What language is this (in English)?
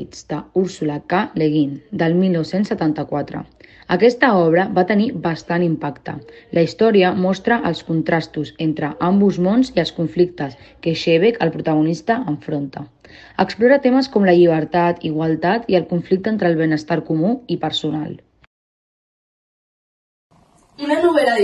Catalan